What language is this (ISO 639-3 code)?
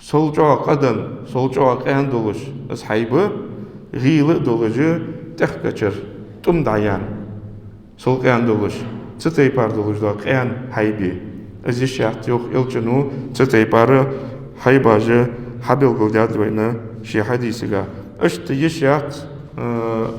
inh